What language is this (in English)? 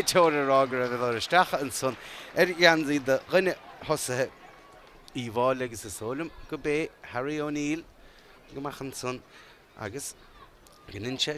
Irish